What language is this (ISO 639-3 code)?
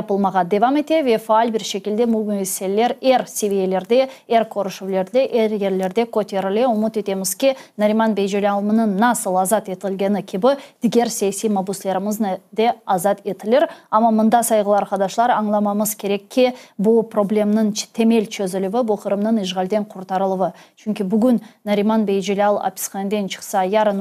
crh